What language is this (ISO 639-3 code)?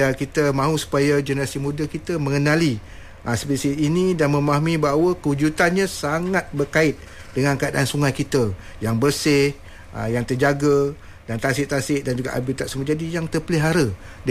msa